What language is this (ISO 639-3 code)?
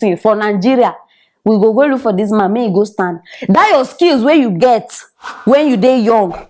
pcm